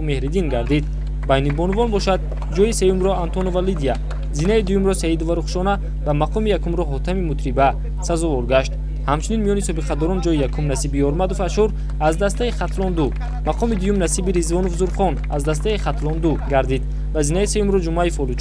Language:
Tajik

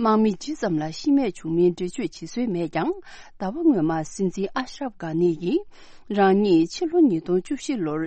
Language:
Tibetan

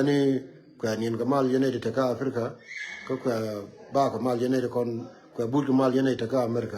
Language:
Nuer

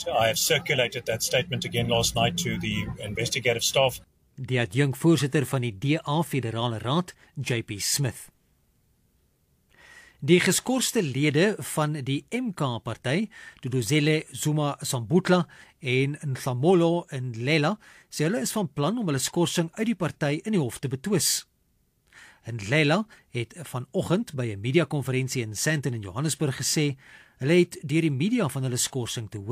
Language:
Afrikaans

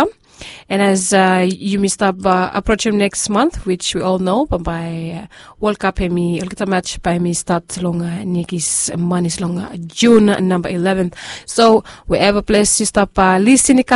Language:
Bislama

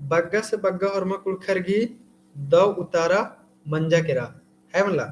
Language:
Kurukh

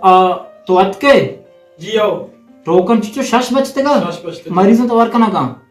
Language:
Baluchi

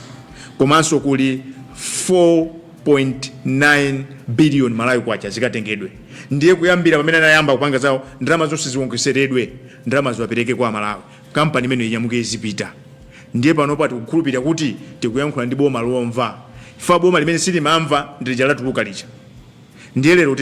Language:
Nyanja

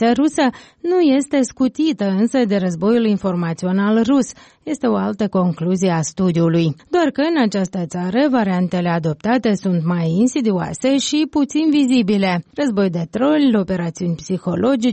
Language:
Romanian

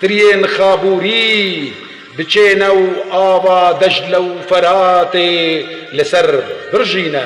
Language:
Kurdish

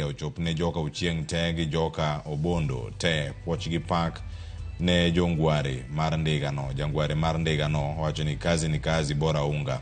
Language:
Luo (Kenya and Tanzania)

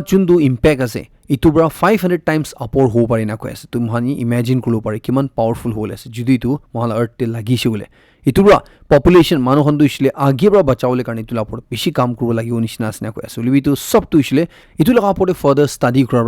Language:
Naga Pidgin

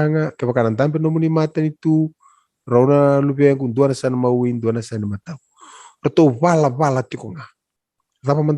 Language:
Fijian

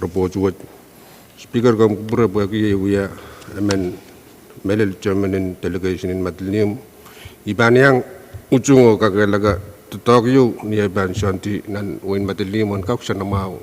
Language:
Pohnpeian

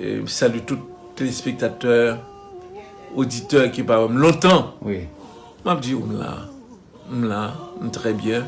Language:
Haitian Creole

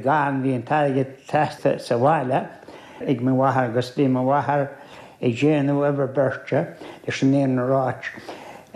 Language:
Irish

